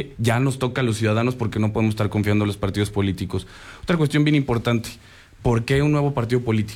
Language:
Spanish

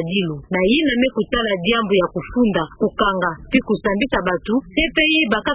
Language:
Kituba (Democratic Republic of Congo)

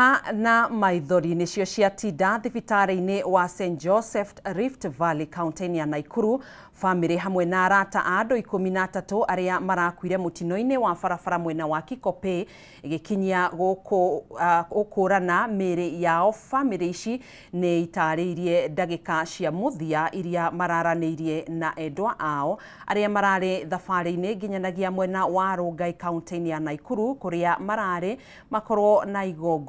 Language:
Kikuyu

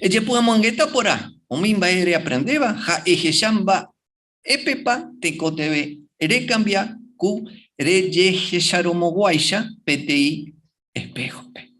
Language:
Guarani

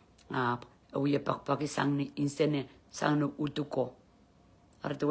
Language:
Pohnpeian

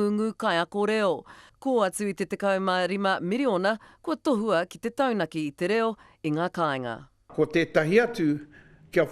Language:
Māori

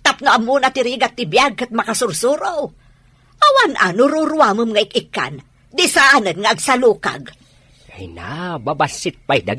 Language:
Iloko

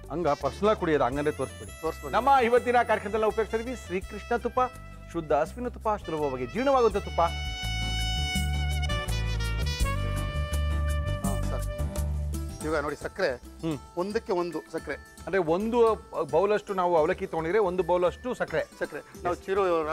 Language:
Kannada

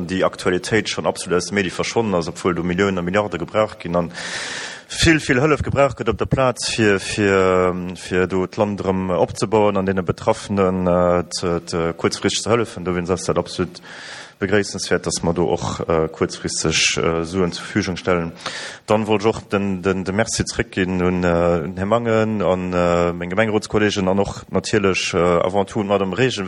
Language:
Luxembourgish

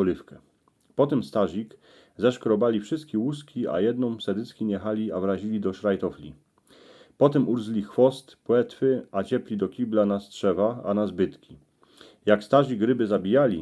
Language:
Silesian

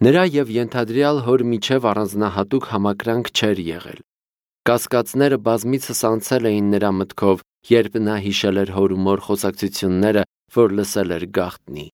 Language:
Armenian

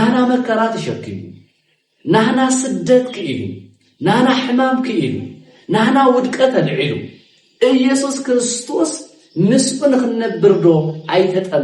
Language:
Tigrinya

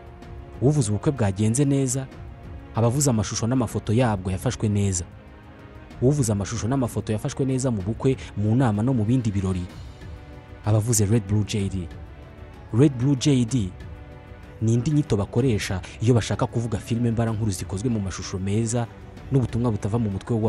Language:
Kinyarwanda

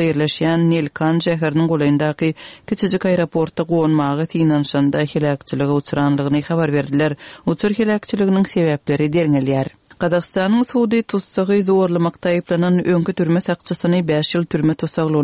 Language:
Turkmen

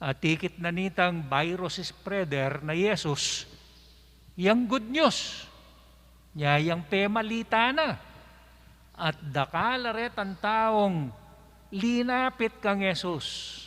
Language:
Pampanga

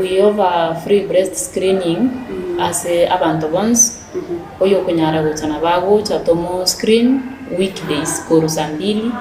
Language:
Gusii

